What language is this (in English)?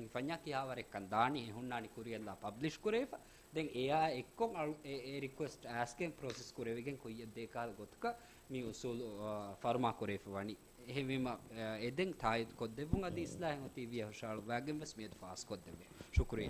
Divehi